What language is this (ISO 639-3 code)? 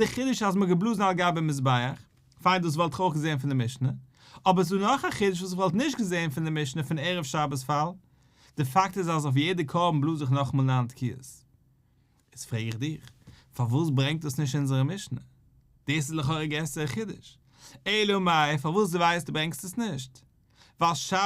yid